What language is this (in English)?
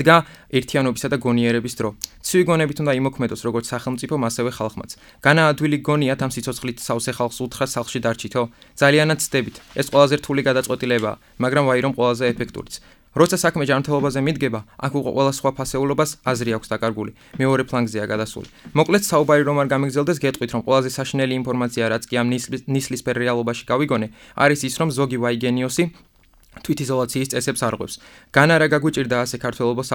Georgian